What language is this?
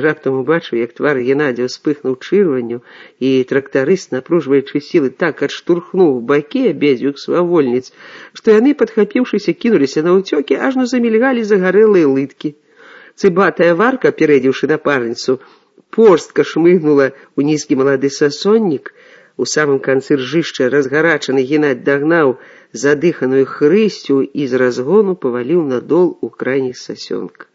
Belarusian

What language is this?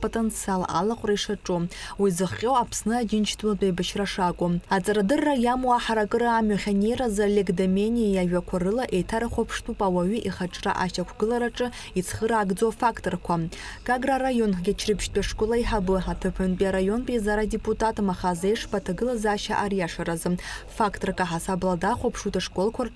Abkhazian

